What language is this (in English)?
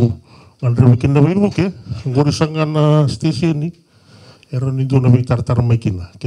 Fijian